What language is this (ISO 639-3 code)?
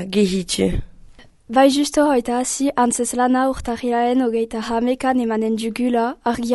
eus